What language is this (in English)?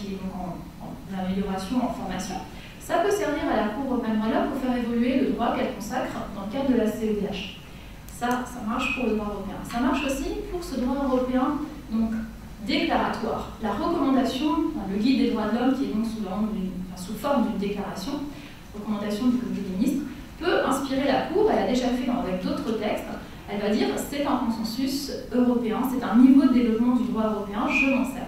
French